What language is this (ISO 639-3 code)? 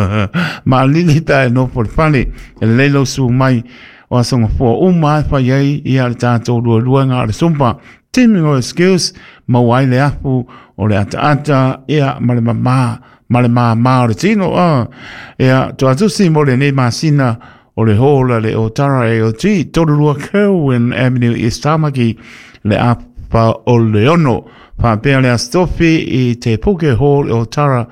smo